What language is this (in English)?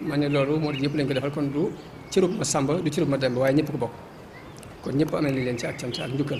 Wolof